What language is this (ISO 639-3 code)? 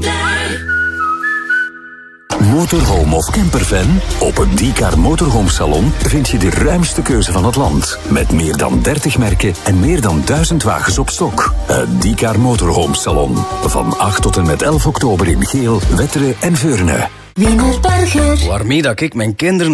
nld